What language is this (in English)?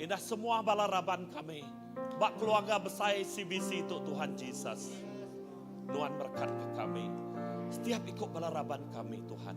Iban